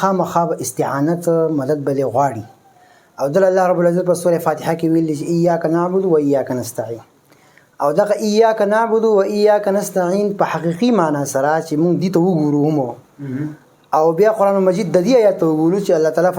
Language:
Pashto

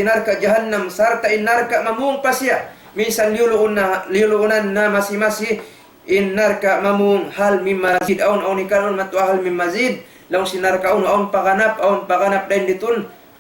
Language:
Tausug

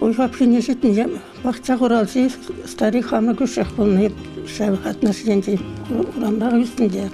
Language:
Chuvash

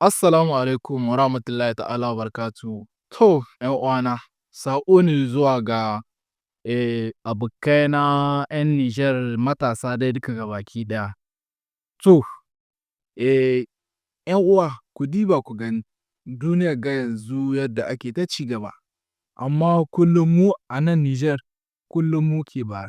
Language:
Hausa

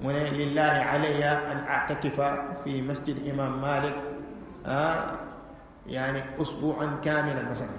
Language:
Wolof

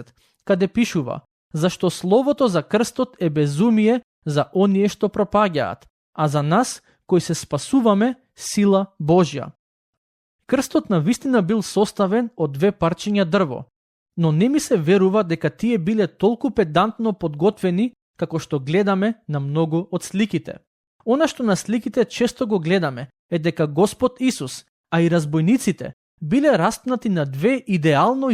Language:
Macedonian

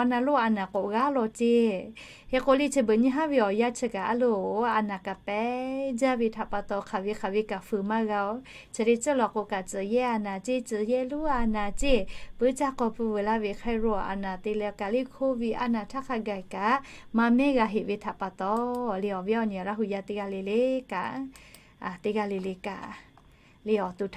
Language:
Lahu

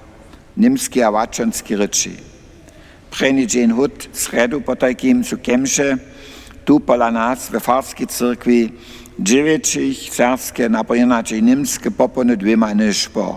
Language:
Upper Sorbian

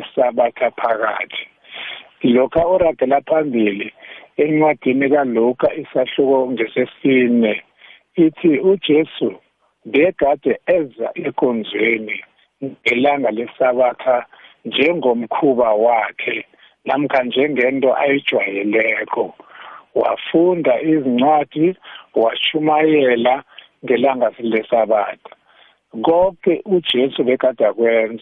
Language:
South Ndebele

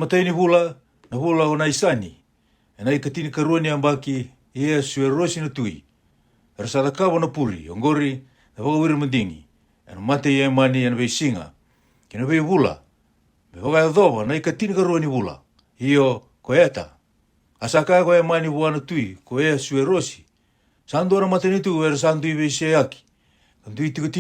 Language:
Fijian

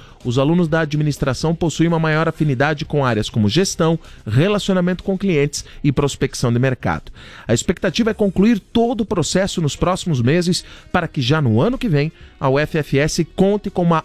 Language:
Portuguese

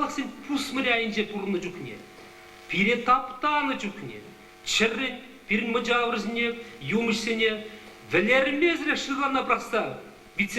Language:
Chuvash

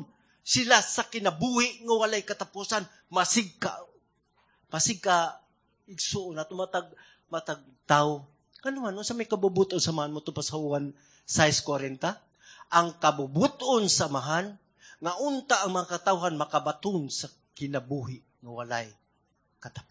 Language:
Cebuano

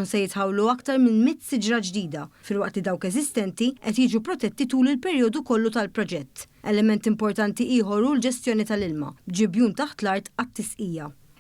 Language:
Maltese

